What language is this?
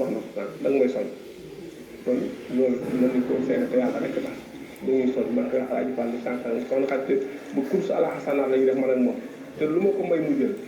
Wolof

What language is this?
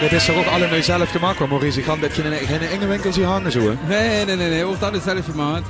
Limburgish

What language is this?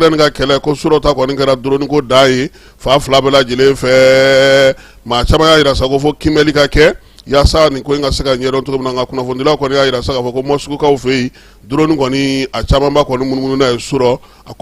Bambara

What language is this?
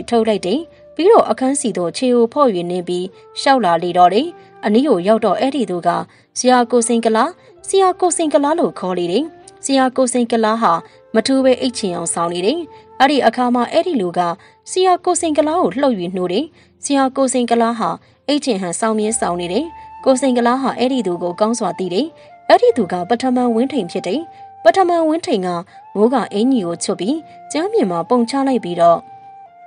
Burmese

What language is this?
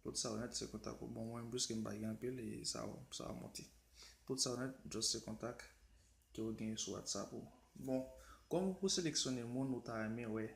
Haitian Creole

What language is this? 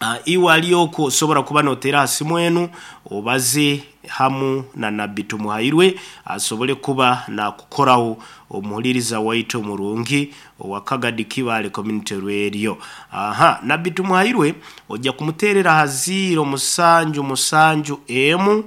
Nyoro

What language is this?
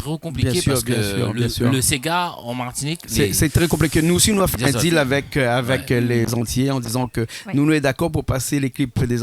Réunion Creole French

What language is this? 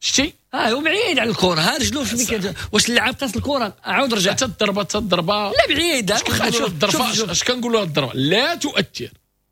Moroccan Arabic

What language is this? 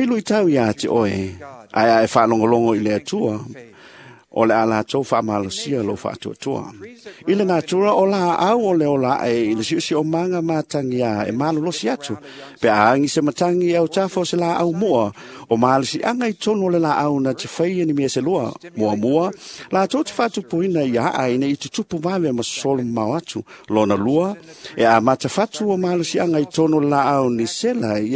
Samoan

